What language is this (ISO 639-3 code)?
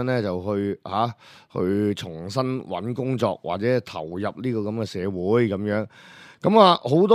yue